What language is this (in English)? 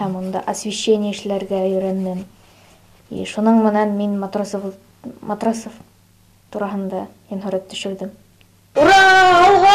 Bashkir